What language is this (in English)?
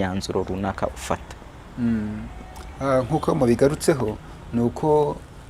Kinyarwanda